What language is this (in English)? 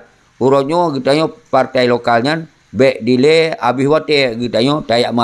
Achinese